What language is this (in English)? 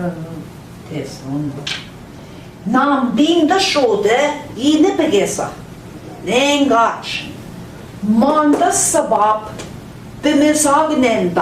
Central Ojibwa